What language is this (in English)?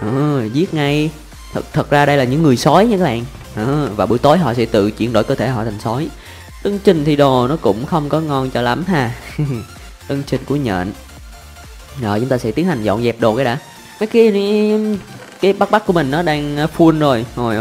Vietnamese